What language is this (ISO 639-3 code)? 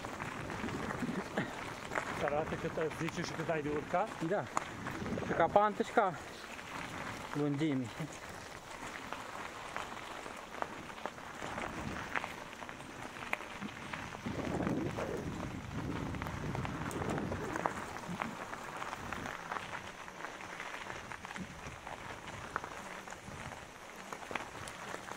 ron